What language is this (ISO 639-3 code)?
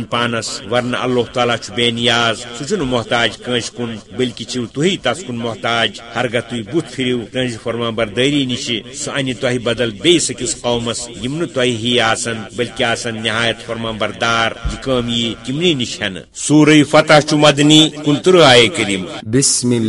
kas